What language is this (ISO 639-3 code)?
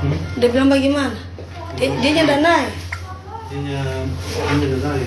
xmm